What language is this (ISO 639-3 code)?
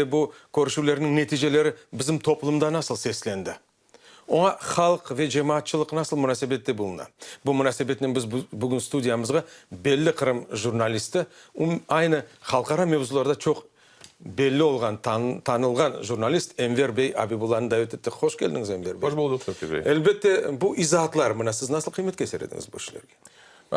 crh